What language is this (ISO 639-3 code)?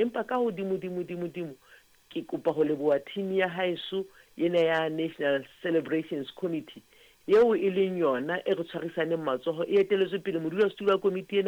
sot